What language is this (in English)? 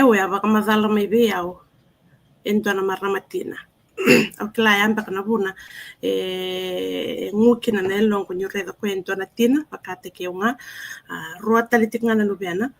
Fijian